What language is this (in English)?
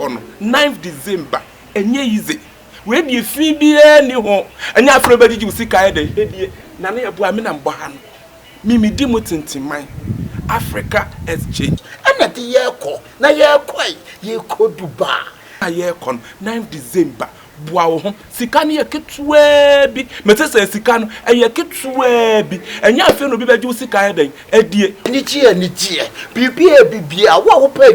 Akan